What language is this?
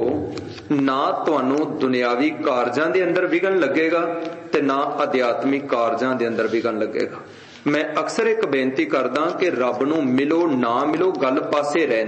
Punjabi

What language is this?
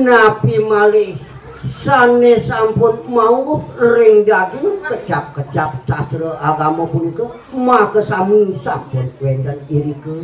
Balinese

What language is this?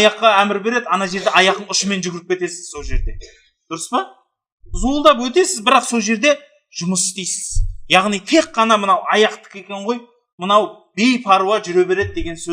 Kazakh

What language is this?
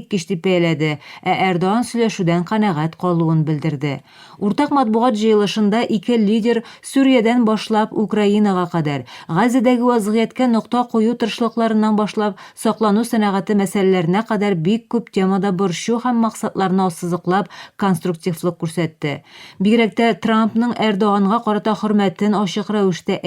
Tatar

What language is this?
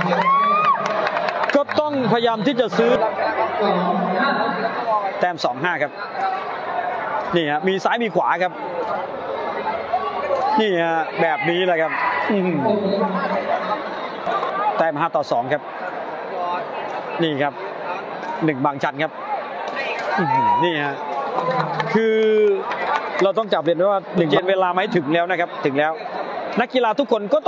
Thai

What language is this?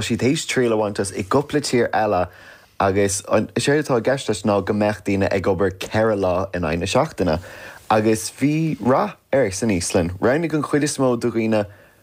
Irish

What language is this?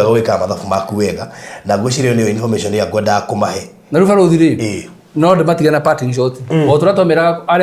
Kikuyu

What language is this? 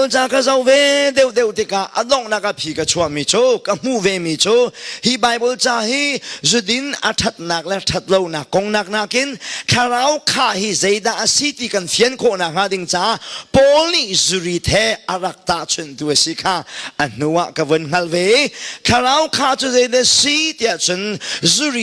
Hakha Chin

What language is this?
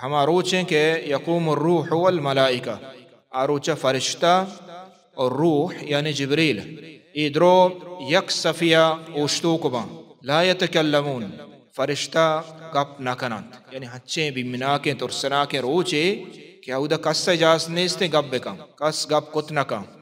Baluchi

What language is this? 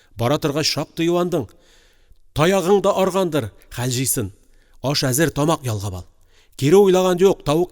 Tatar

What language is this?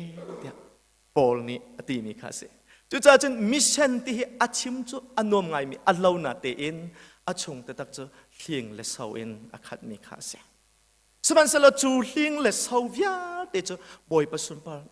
Hakha Chin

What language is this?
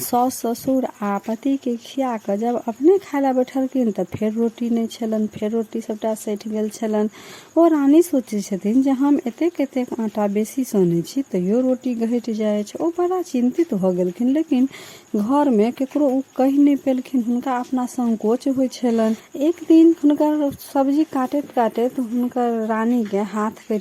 Maithili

